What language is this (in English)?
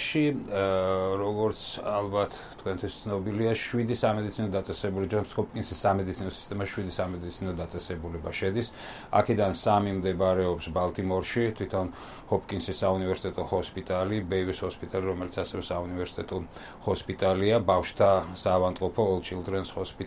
Georgian